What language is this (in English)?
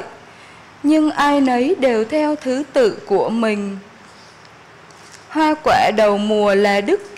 Vietnamese